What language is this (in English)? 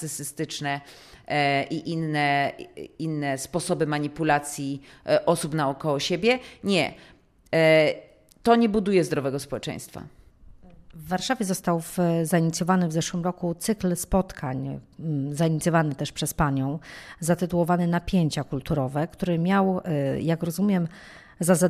Polish